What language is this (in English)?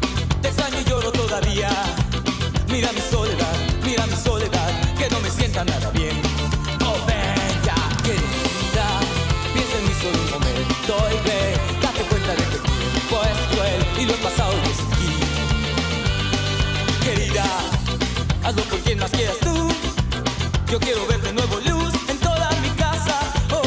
Spanish